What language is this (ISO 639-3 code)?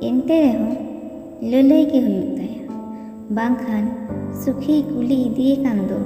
sat